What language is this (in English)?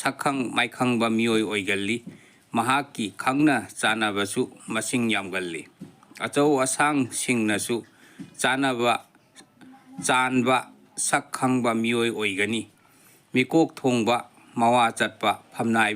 Manipuri